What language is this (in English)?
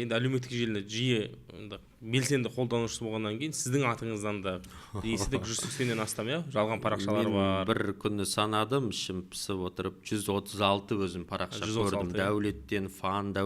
Kazakh